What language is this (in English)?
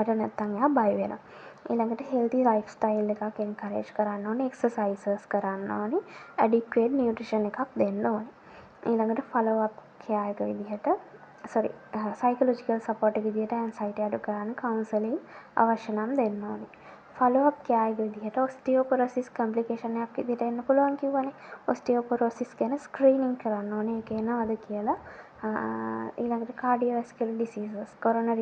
Sinhala